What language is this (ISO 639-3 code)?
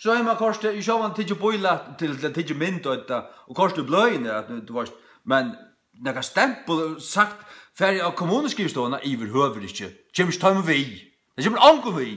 fao